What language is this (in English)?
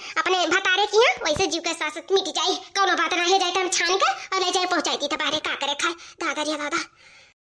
Awadhi